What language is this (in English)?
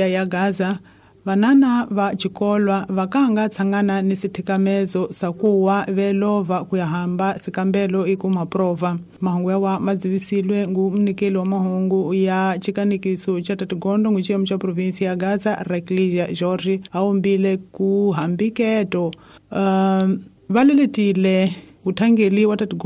Tsonga